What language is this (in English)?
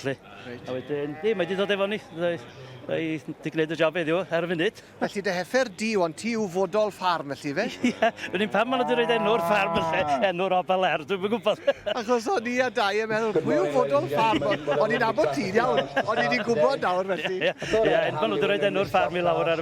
Welsh